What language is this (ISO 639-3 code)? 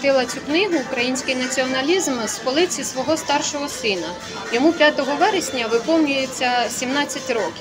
ukr